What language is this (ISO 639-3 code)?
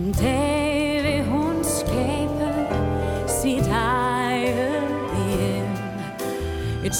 dan